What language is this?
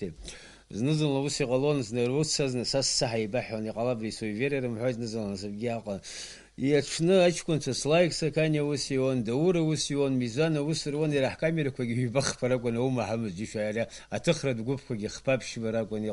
Abkhazian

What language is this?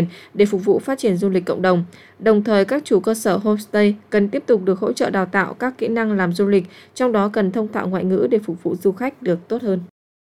Vietnamese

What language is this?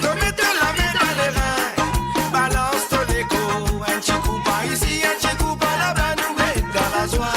Morisyen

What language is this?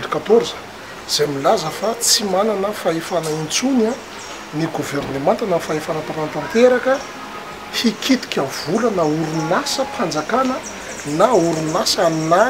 Malagasy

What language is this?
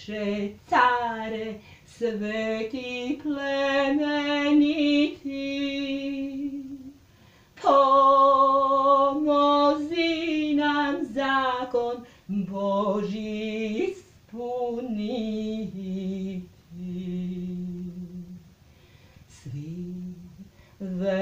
Serbian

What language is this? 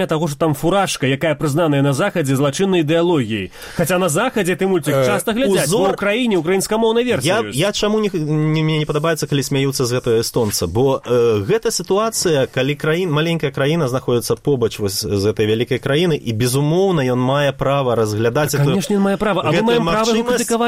Belarusian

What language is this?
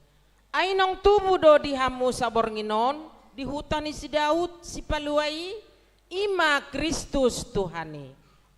Batak Toba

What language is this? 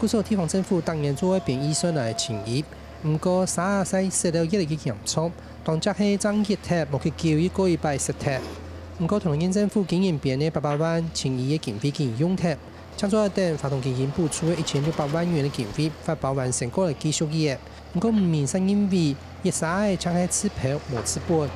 Hakka Chinese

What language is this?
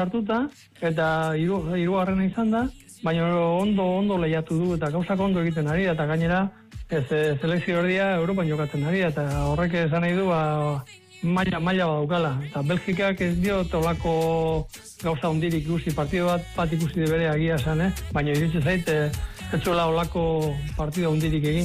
Basque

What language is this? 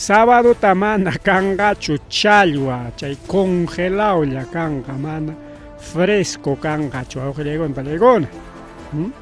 Ayacucho Quechua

